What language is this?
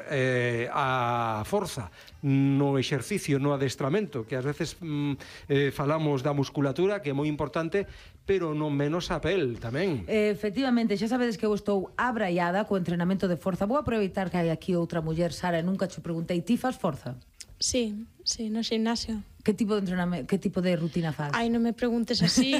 Galician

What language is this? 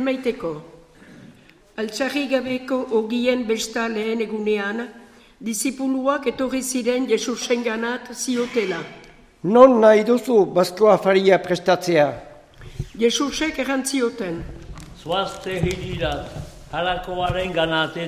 Basque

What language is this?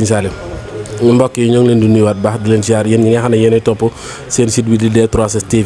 Wolof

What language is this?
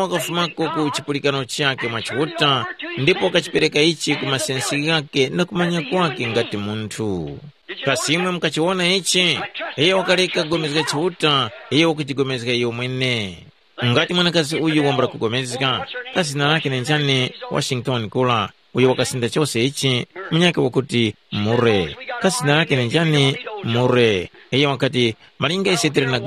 Tumbuka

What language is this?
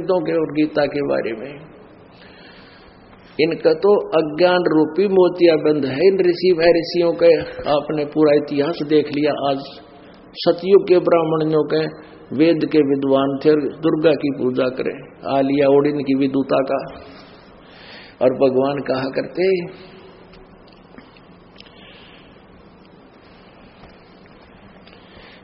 Hindi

